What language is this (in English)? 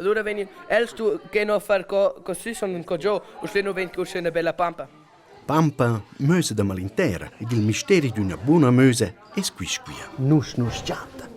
Romansh